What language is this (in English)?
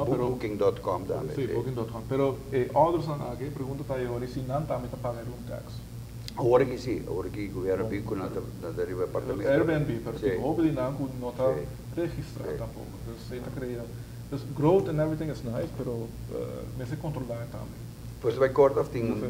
Papiamento